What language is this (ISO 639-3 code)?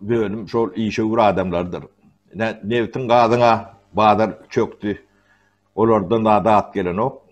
tuk